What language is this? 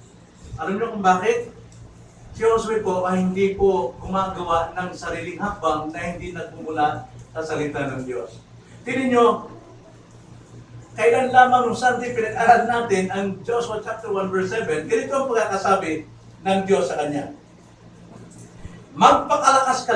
Filipino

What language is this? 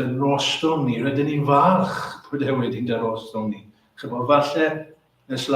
Welsh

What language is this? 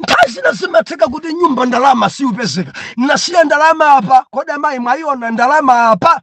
Nyanja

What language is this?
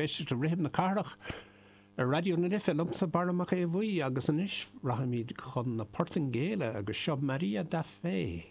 Irish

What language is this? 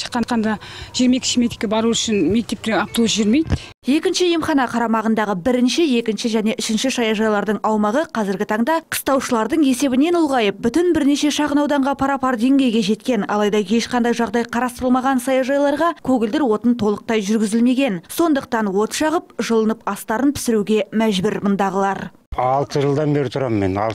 Kazakh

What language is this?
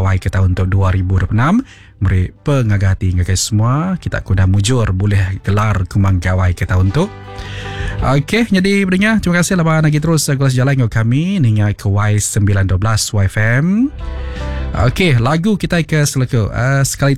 Iban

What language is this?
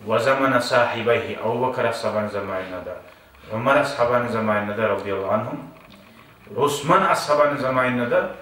Kumyk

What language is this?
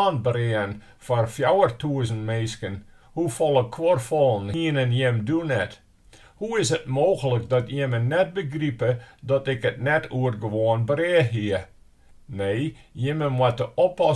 Western Frisian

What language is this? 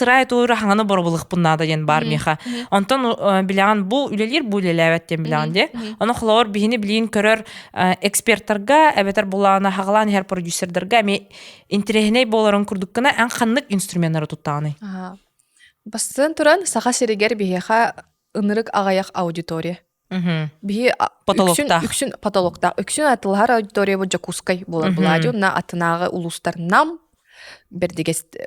Yakut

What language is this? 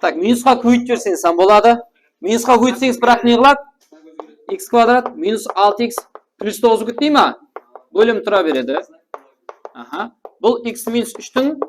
Kara-Kalpak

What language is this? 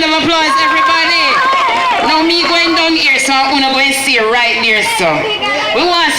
Jamaican Creole English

